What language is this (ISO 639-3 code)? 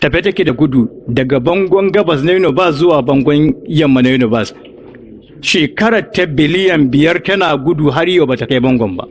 hau